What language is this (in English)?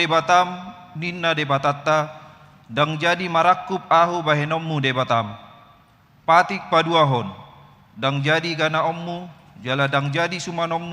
Batak Toba